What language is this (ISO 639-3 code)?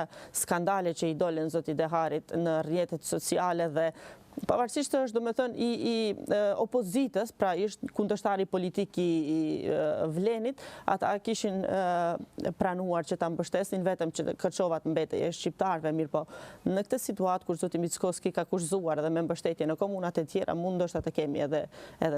sqi